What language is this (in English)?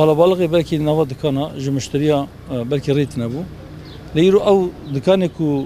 Kurdish